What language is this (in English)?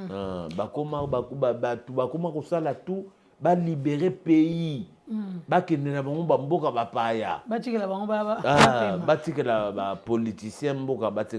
Lingala